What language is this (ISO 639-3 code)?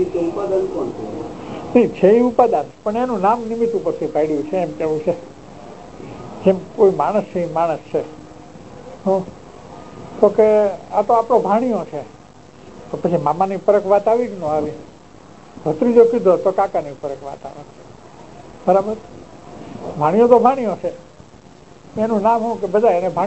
guj